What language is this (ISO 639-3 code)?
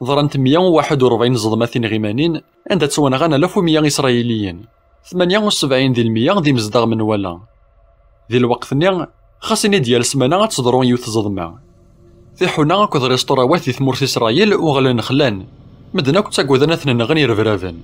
kab